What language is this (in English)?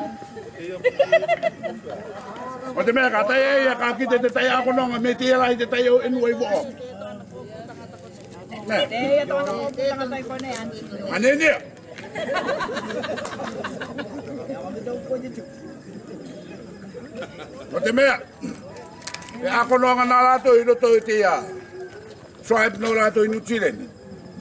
Rarotongan